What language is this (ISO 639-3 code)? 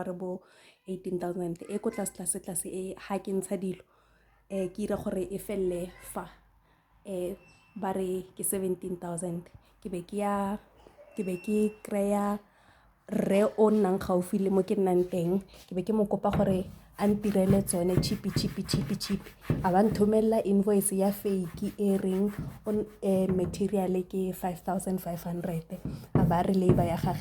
tsn